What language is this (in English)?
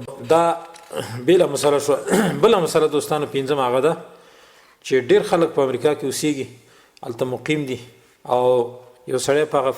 Pashto